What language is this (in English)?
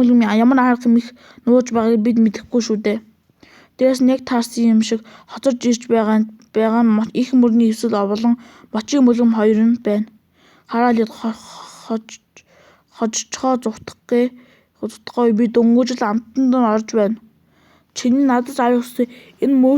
Mongolian